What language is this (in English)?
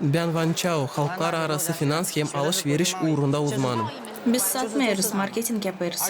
Gagauz